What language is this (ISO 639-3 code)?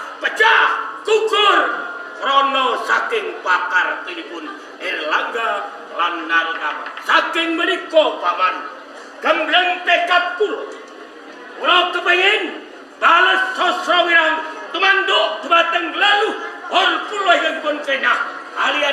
jav